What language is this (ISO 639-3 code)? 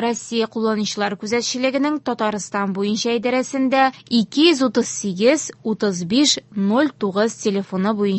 tat